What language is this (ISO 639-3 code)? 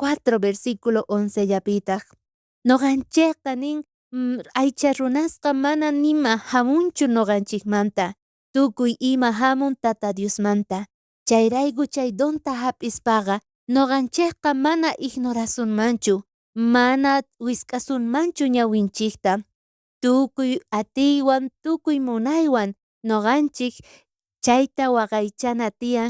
quh